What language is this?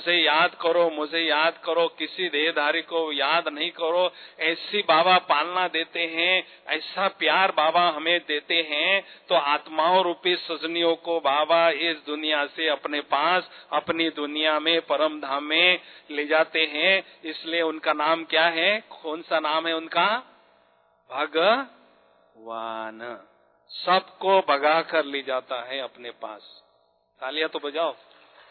Hindi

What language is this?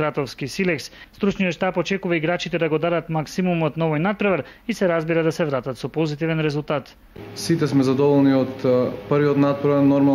Macedonian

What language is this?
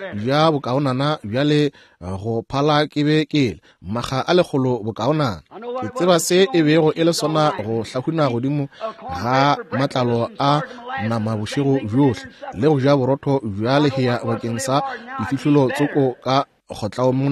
Northern Sotho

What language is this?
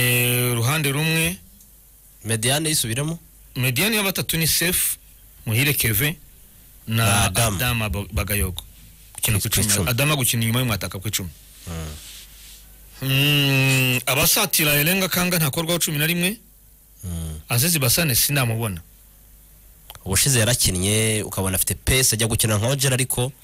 Kinyarwanda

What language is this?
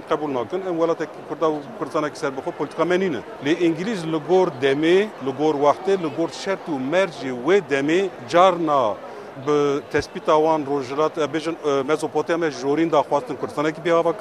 Kurdish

